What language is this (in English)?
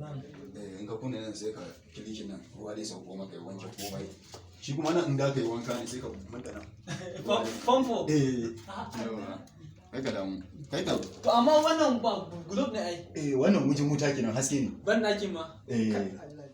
Hausa